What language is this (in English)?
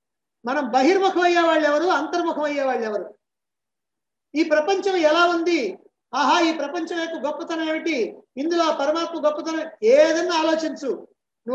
Telugu